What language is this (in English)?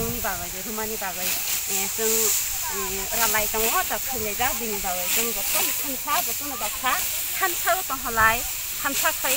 Kok Borok